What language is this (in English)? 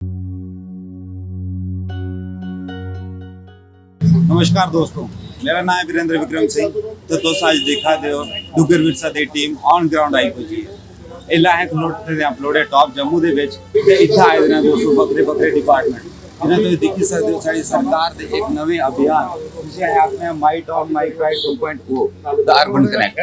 Dogri